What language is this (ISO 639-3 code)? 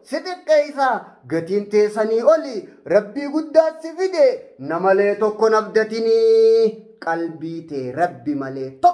orm